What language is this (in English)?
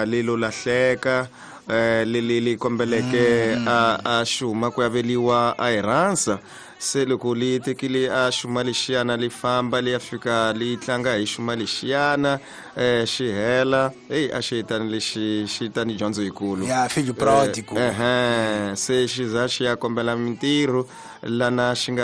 Tsonga